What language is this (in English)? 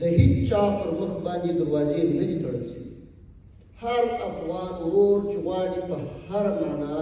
Pashto